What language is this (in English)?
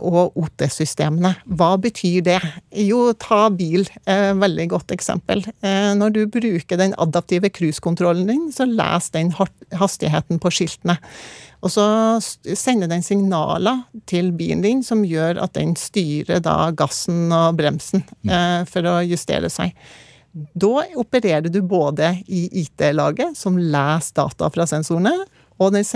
Norwegian